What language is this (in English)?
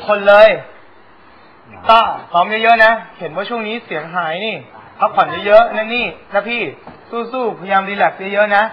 Thai